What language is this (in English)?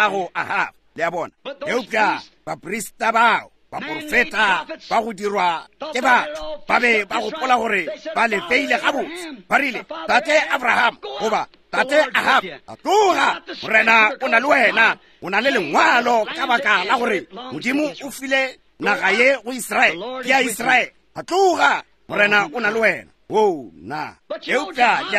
Northern Sotho